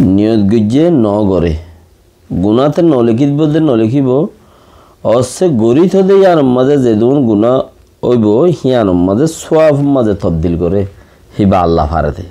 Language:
Rohingya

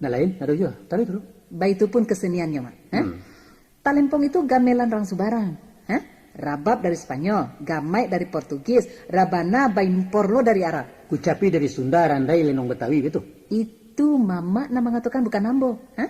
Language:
Minangkabau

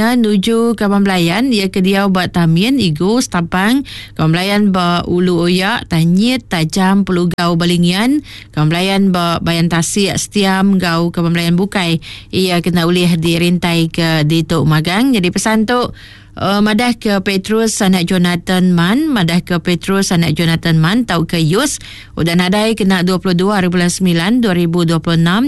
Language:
Iban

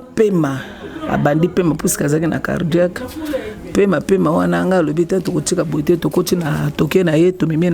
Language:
Lingala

